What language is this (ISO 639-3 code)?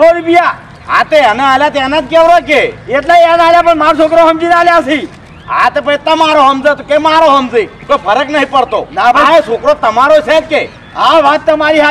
guj